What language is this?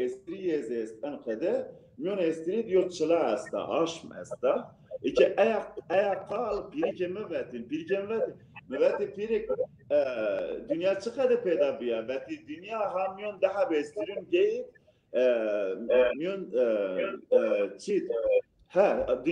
Zaza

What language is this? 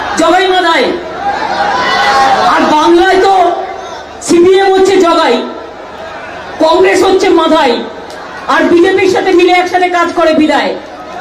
Bangla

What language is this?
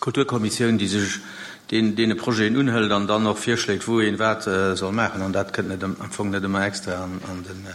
Luxembourgish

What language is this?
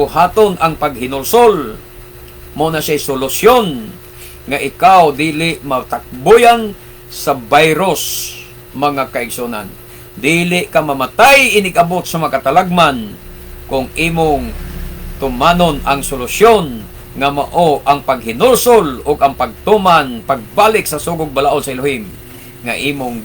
Cebuano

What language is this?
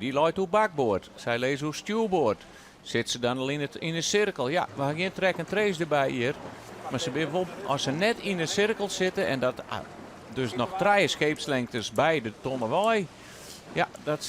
Western Frisian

